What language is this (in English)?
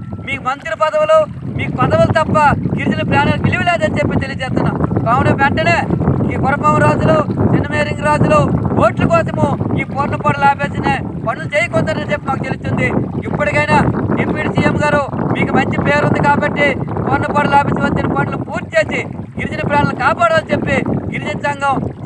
Telugu